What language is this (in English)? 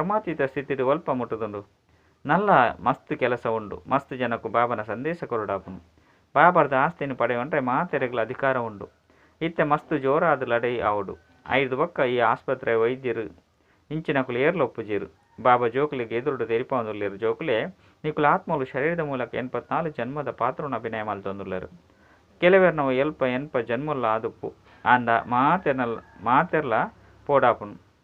Tulu